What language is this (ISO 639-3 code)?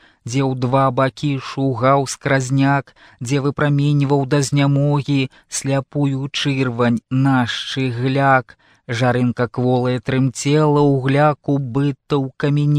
bel